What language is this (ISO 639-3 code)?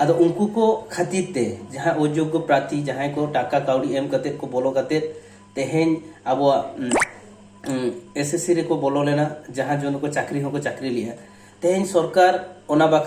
sat